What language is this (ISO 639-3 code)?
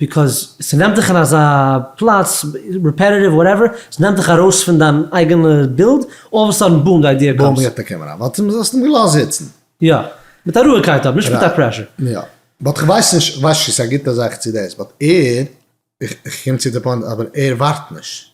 yid